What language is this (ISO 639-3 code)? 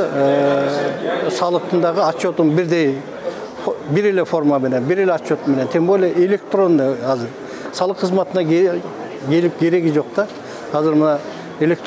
kir